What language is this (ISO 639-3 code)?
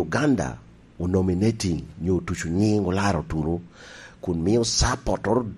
laj